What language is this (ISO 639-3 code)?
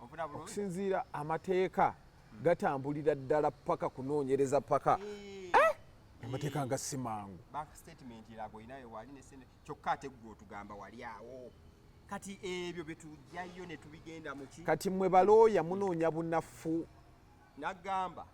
lug